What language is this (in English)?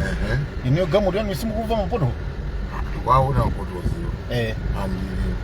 Nyanja